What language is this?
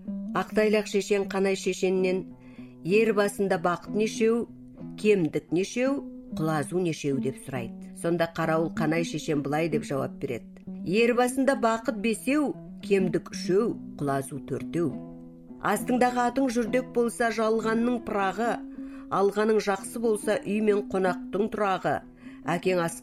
Kazakh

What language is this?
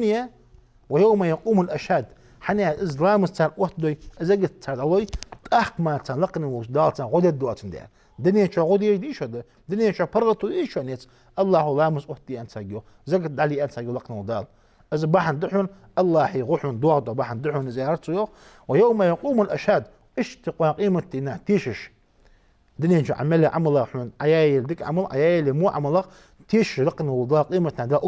Ingush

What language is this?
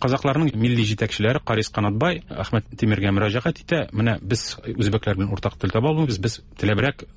Tatar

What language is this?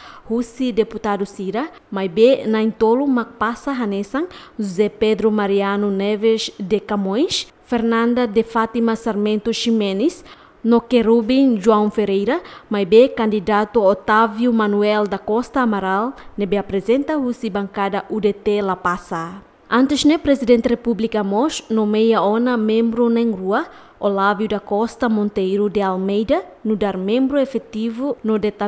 Tetum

